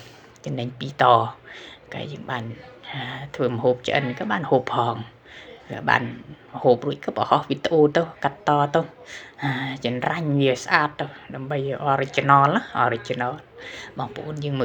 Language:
Khmer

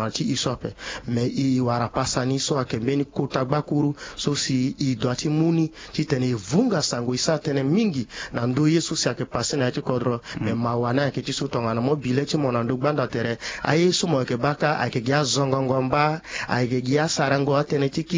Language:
Sango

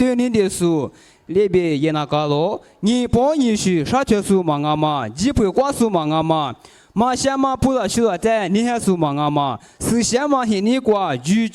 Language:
Lisu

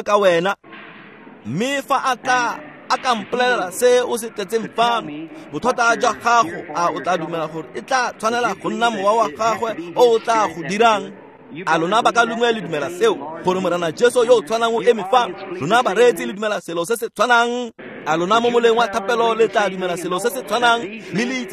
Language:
Tswana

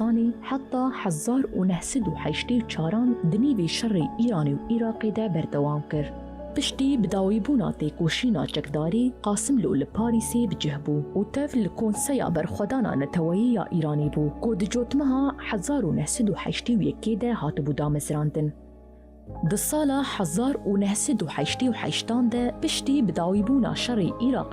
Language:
Kurdish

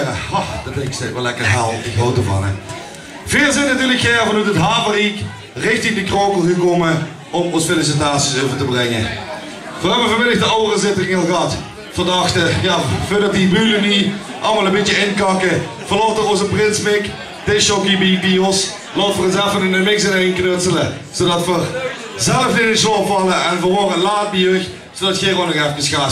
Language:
Limburgish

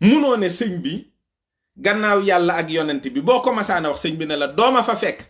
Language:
Wolof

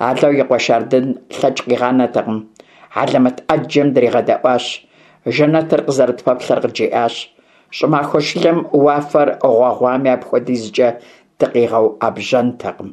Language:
Kabardian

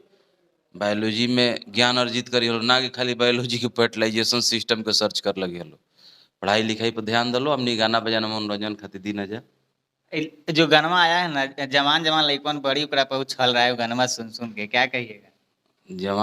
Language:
Bhojpuri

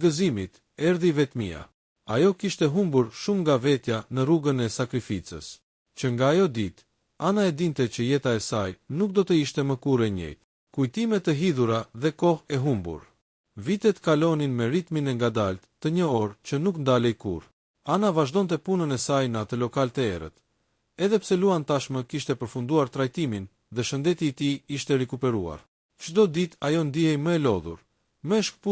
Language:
Albanian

